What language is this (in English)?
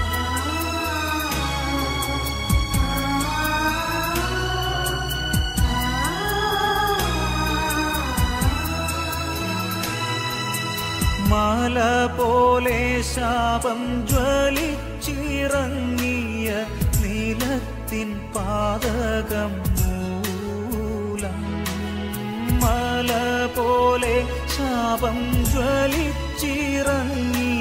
Malayalam